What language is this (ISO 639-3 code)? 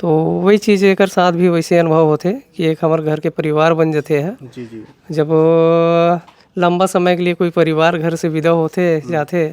hne